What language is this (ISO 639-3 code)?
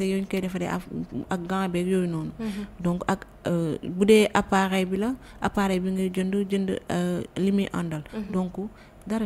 wol